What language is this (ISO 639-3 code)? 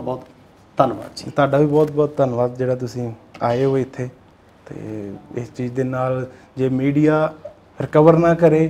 pan